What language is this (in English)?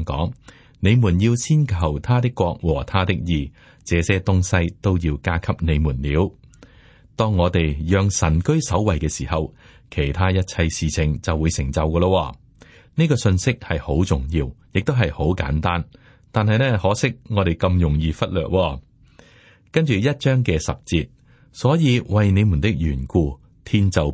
Cantonese